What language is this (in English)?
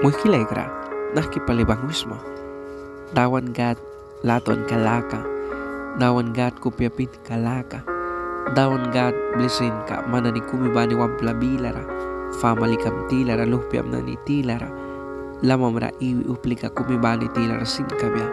Mískito